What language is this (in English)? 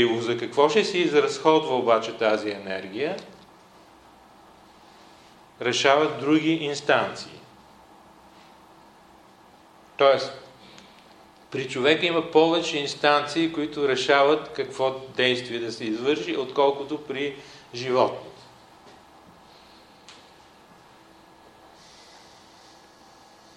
Bulgarian